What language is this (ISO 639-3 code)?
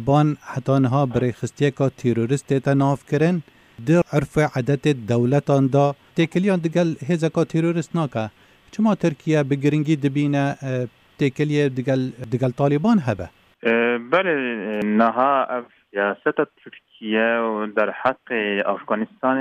kur